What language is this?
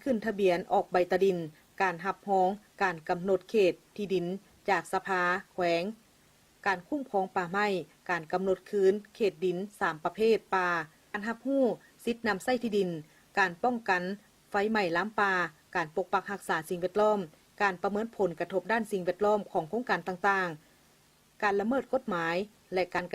Lao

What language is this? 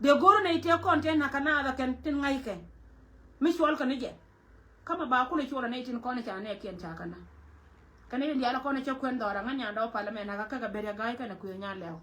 Nuer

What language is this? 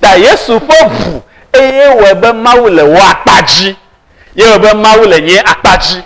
Ewe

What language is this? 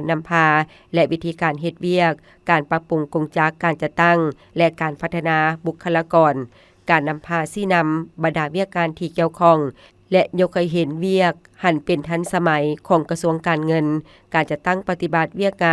Lao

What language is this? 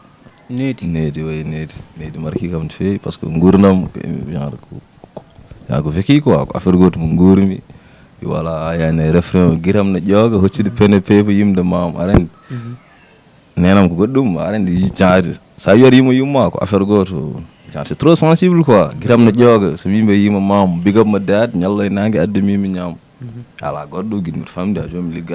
Fula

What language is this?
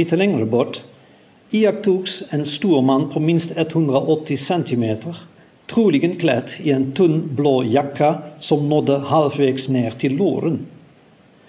Swedish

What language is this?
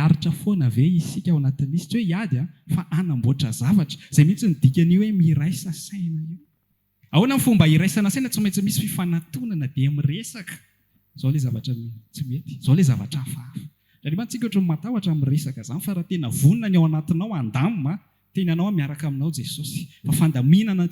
Malagasy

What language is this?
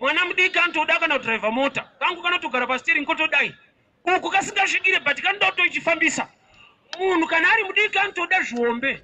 Shona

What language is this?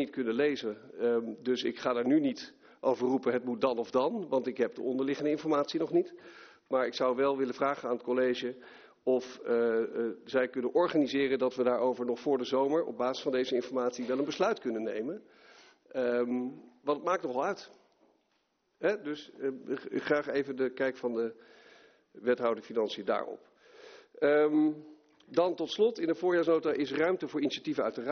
Dutch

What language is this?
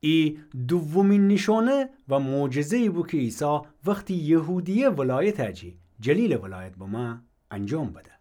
Gilaki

